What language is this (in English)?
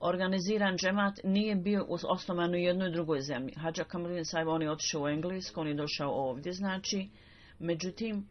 Bosnian